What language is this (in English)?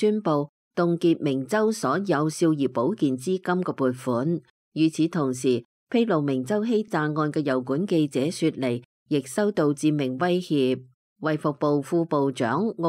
Cantonese